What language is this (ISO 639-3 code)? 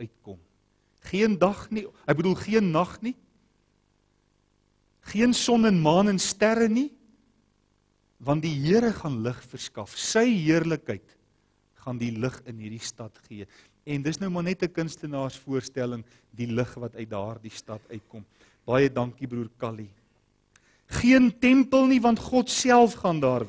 afr